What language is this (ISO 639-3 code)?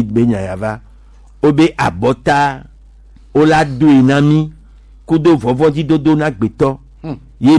gej